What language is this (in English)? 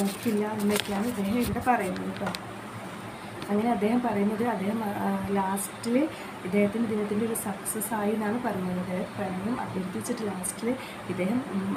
Malayalam